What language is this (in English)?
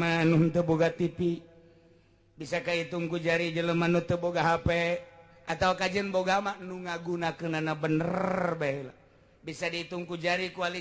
Sundanese